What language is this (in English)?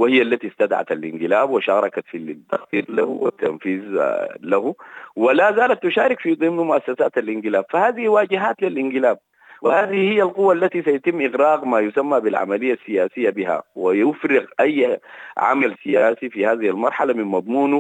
Sudanese Arabic